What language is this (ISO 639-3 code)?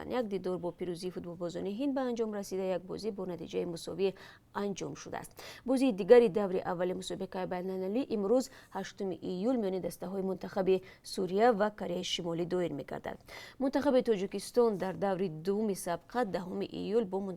tgk